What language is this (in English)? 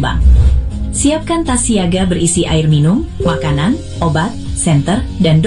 Indonesian